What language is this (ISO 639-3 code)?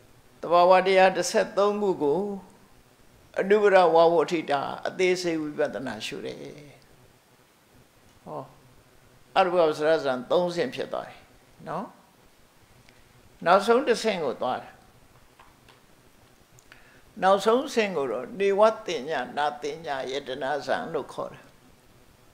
mya